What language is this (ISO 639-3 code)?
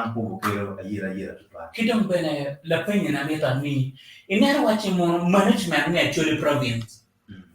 ach